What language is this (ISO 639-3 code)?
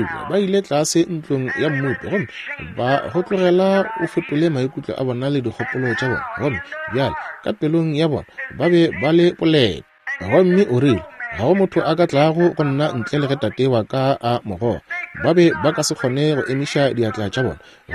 nso